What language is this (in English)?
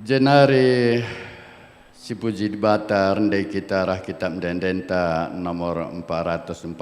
Batak Karo